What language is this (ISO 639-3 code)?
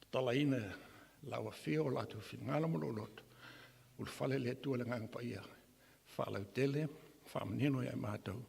smo